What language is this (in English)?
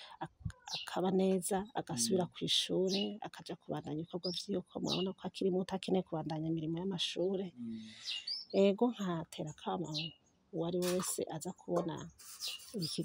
Rundi